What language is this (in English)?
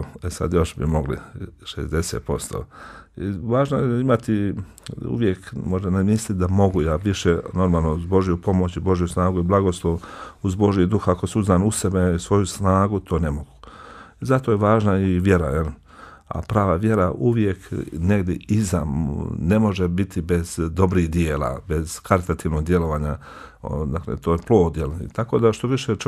Bosnian